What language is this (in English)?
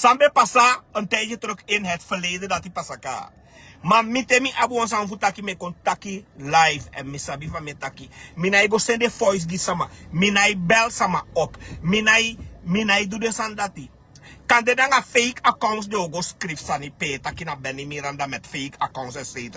Sranan Tongo